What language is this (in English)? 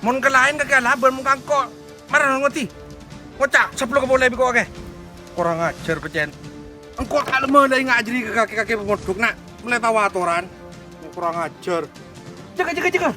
Madurese